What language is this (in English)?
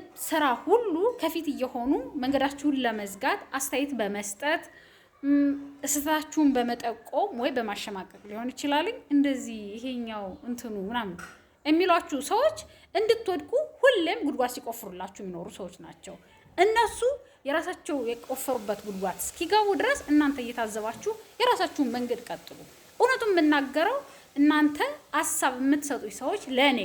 Amharic